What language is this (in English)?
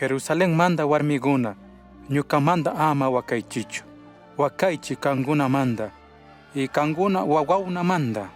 Chimborazo Highland Quichua